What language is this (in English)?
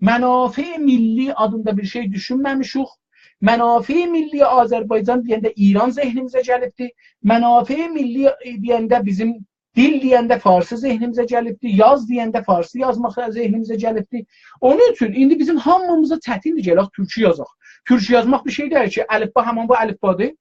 South Azerbaijani